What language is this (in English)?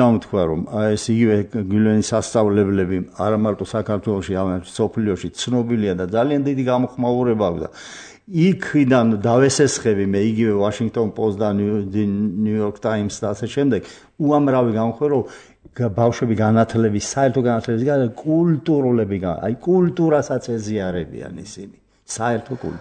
Georgian